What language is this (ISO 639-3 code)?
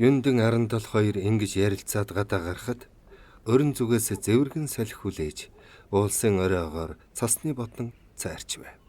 mon